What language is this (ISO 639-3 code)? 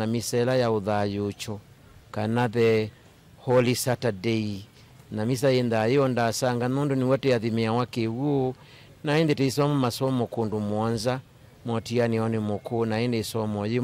kam